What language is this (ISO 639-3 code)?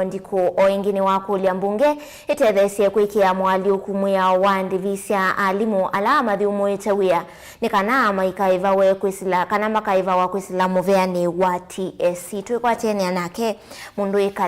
kam